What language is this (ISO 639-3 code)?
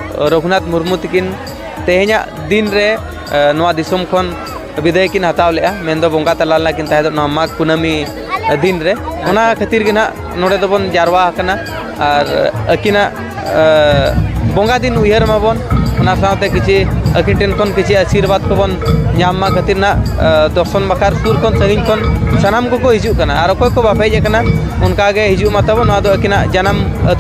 sat